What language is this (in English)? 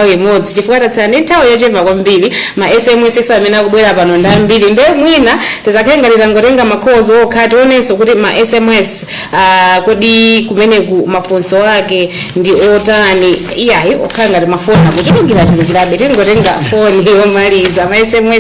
Nyanja